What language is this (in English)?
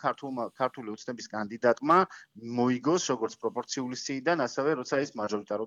Georgian